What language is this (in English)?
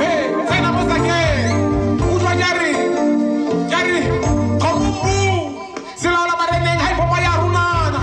Tswana